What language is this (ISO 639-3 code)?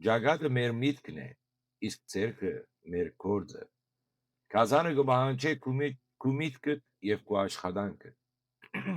hyw